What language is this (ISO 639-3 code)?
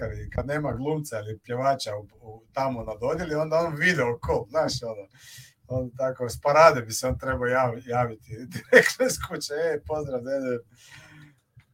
srp